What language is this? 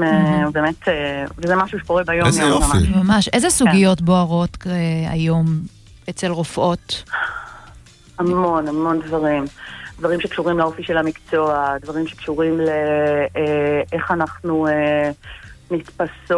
Hebrew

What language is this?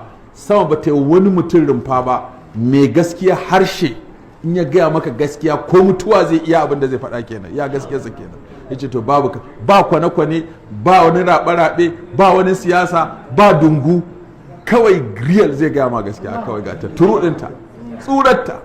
Hausa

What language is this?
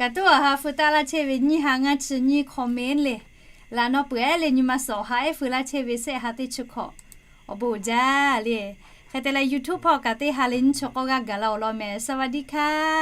Lahu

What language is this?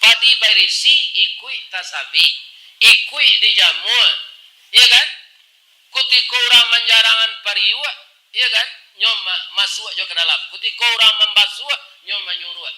Minangkabau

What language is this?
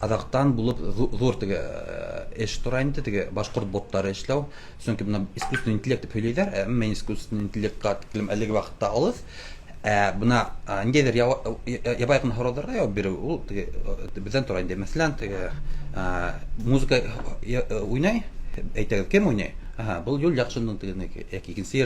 Bashkir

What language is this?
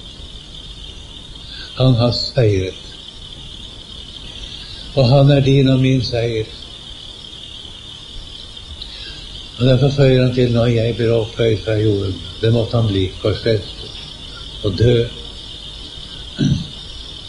Norwegian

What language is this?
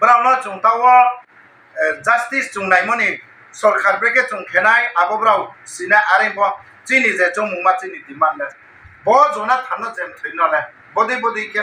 Riang (India)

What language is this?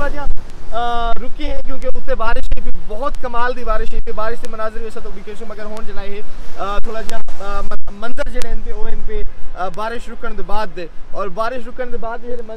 Saraiki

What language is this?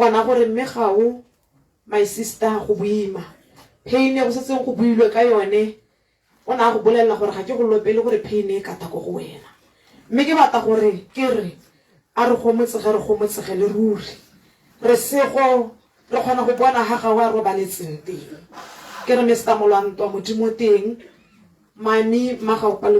Tswana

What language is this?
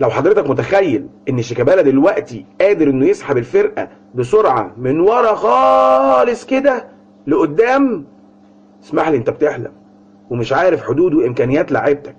Egyptian Arabic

